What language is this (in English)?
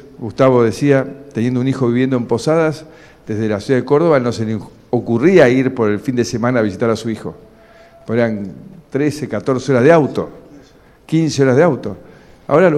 Spanish